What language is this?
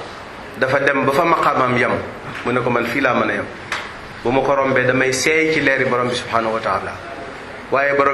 Wolof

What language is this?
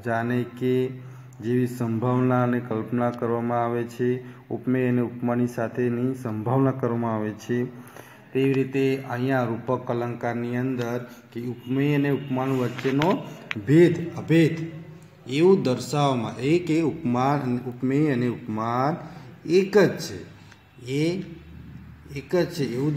Gujarati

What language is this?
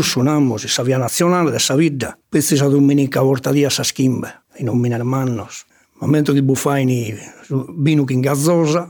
Sardinian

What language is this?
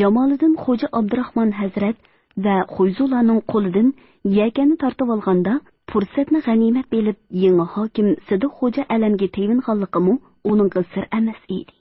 Uyghur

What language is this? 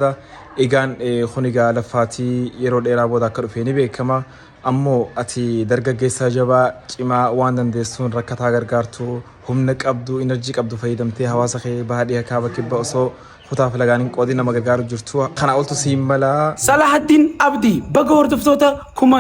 Oromo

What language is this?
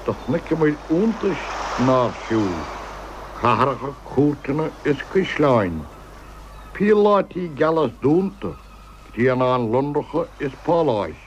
Irish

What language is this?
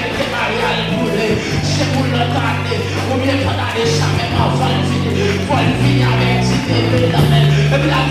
Haitian Creole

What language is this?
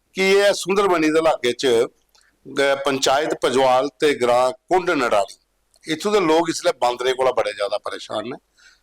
Dogri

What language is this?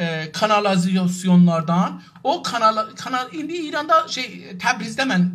South Azerbaijani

